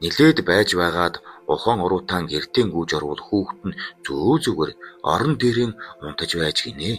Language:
Mongolian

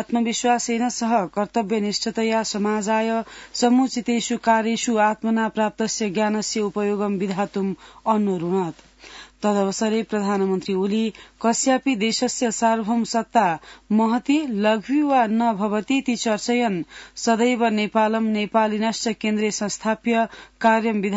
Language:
Sanskrit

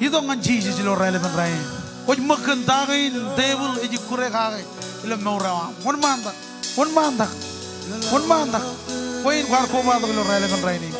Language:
Marshallese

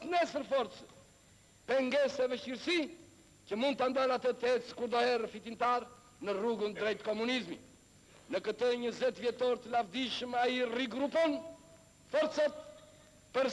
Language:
Albanian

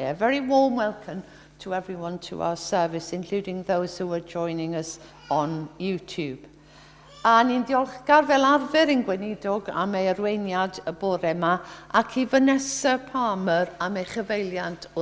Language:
Welsh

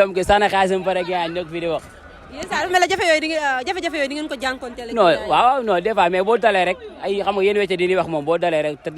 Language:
Wolof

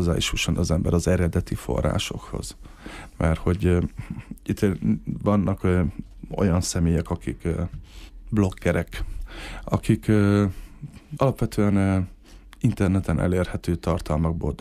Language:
Hungarian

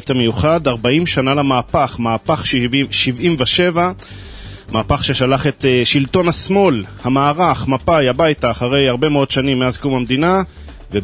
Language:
Hebrew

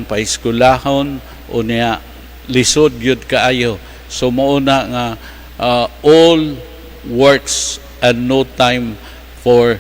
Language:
Cebuano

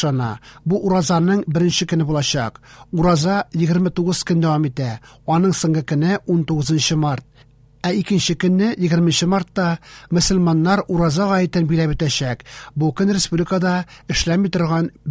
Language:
Tatar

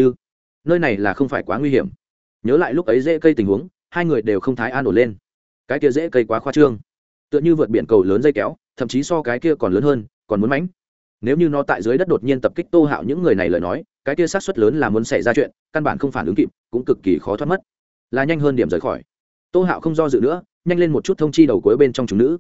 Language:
Vietnamese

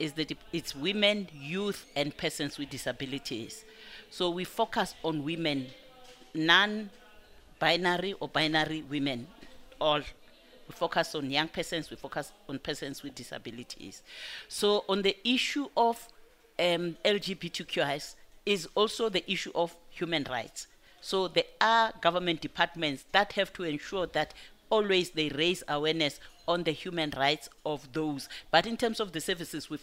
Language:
English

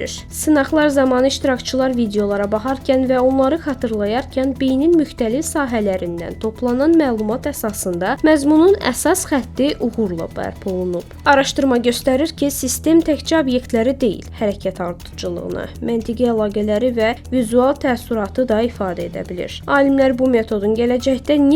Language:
Azerbaijani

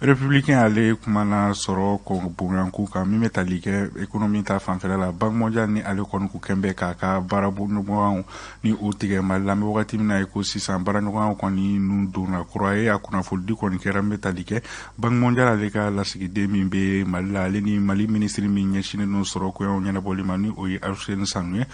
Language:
Bambara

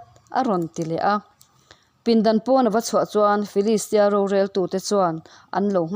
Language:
Mizo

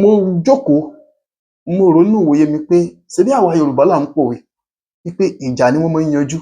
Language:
Yoruba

